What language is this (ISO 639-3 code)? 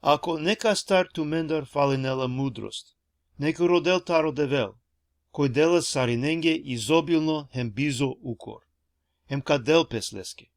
rmn